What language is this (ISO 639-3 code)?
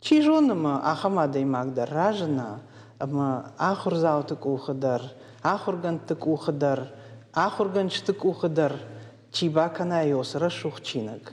oss